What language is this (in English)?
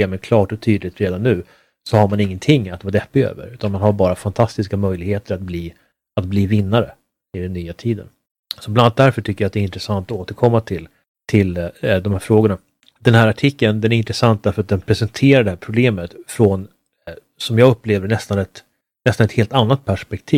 Swedish